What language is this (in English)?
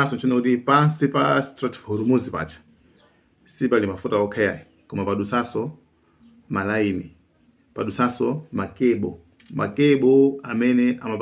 Nyanja